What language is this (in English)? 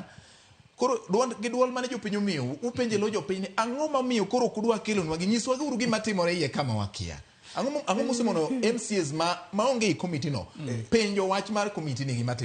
Luo (Kenya and Tanzania)